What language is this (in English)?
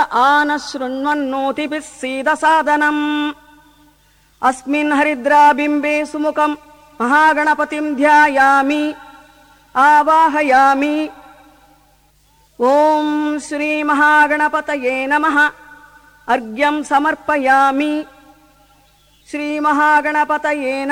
Telugu